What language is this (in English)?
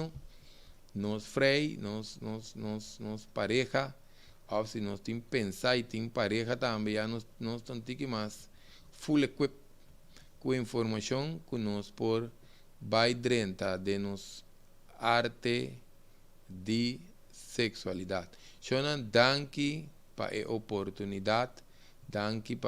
Papiamento